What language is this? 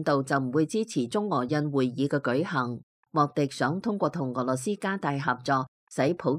Cantonese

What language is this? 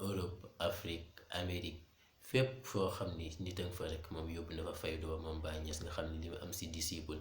Wolof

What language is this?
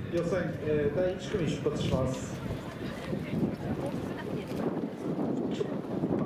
Japanese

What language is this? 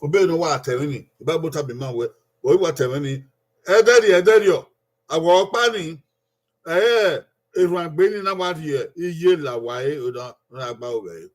Bini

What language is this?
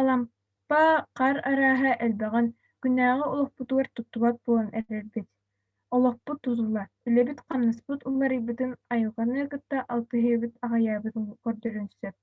Yakut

